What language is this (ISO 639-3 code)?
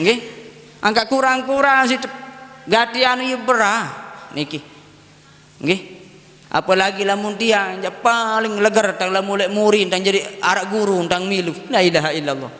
sas